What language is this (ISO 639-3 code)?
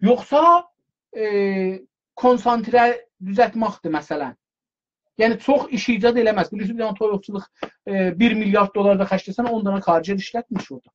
azb